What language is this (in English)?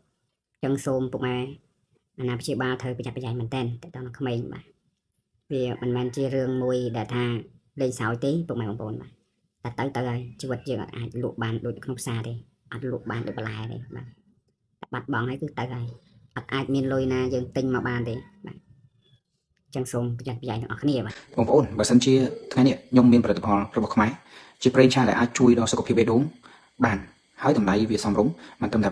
Khmer